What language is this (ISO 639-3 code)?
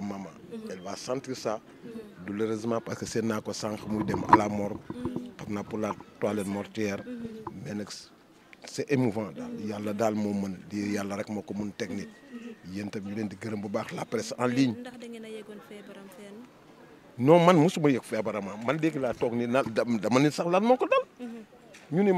wol